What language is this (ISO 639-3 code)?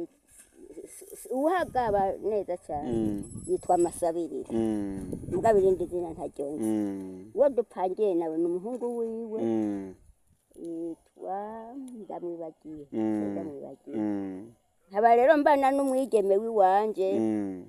run